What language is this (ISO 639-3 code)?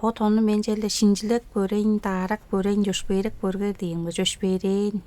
tyv